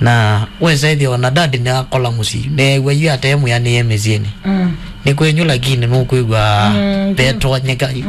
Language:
Kamba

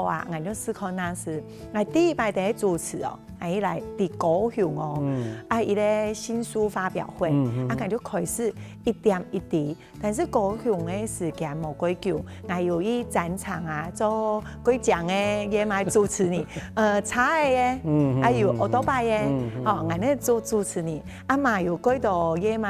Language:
Hakka Chinese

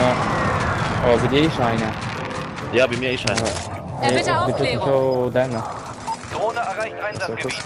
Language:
Swiss German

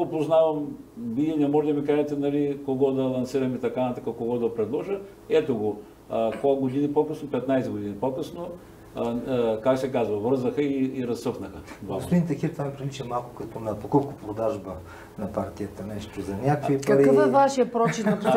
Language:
Bulgarian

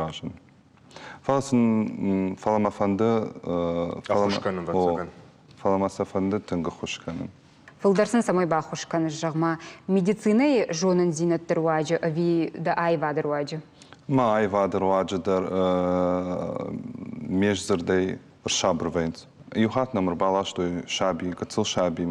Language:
Ossetic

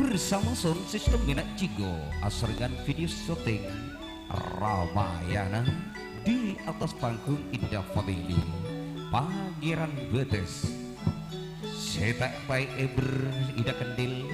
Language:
Madurese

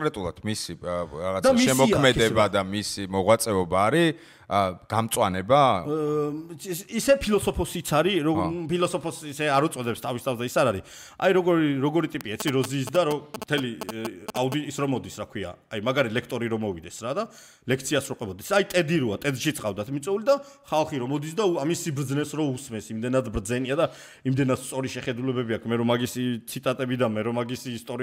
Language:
Georgian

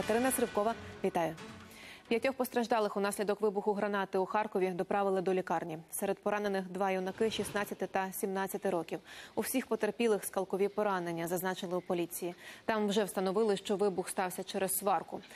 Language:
Ukrainian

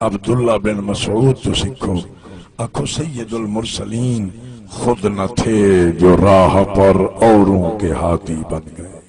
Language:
Saraiki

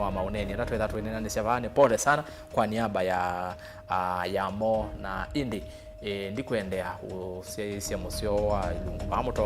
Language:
Kamba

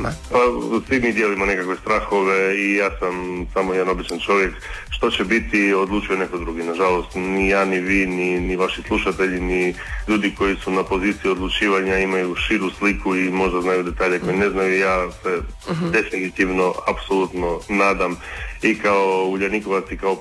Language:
Croatian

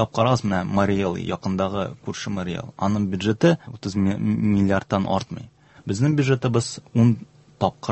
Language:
Tatar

